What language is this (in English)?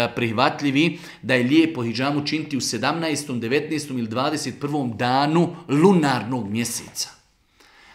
Bosnian